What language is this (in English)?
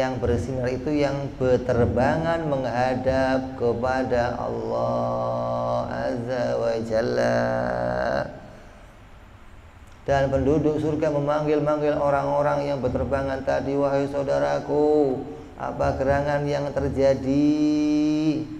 Indonesian